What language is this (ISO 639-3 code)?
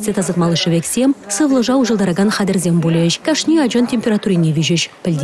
chv